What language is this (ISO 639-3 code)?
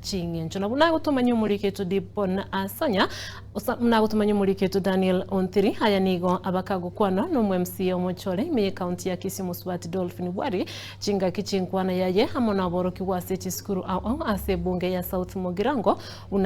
guz